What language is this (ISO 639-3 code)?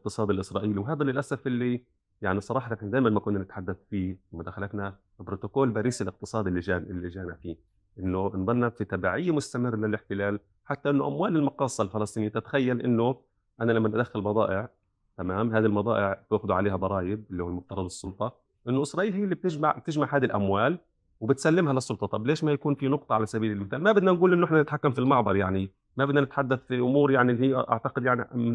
apc